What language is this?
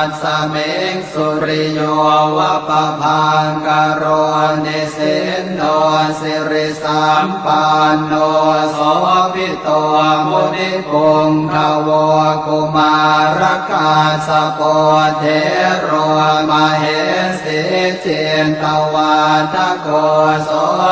Pali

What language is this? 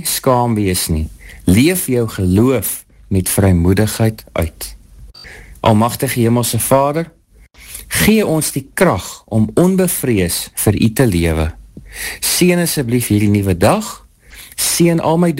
Afrikaans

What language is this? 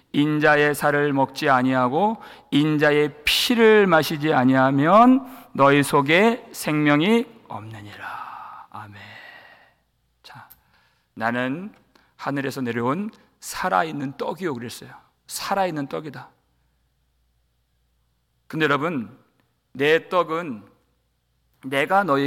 Korean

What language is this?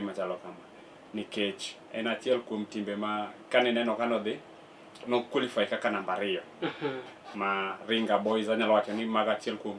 Luo (Kenya and Tanzania)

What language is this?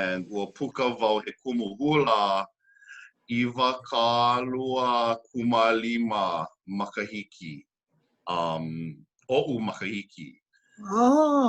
Hawaiian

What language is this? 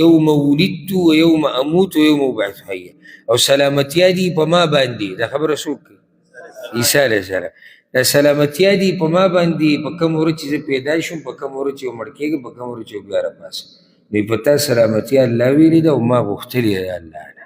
Pashto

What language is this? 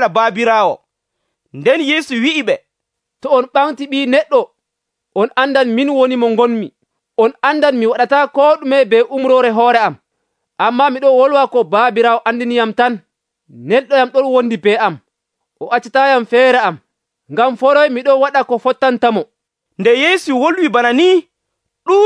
Nigerian Fulfulde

